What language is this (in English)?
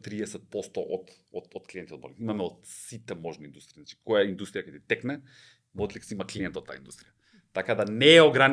Macedonian